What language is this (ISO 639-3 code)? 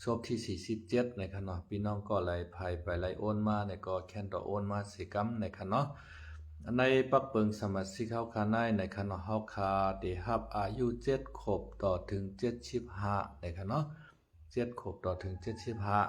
shn